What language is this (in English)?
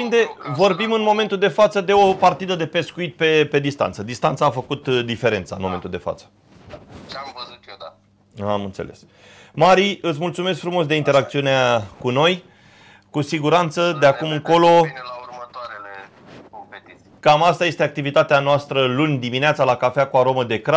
Romanian